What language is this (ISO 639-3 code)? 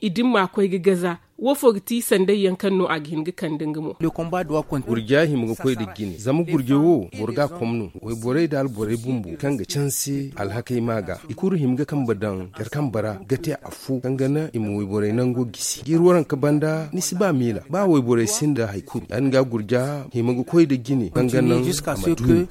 dje